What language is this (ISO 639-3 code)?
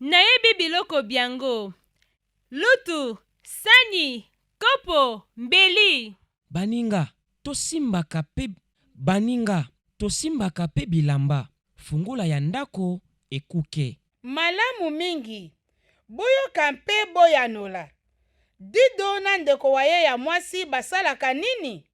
lin